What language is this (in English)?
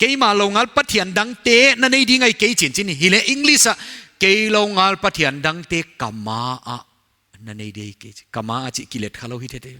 Paite Chin